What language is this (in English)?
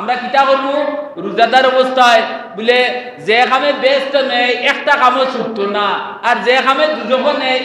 Sylheti